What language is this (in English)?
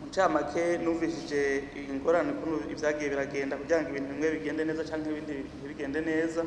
Rundi